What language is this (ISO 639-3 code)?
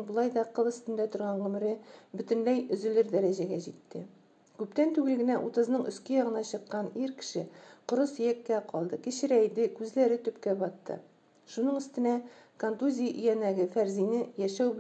tat